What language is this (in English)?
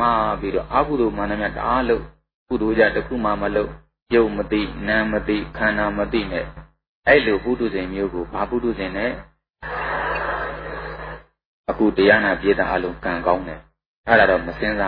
Burmese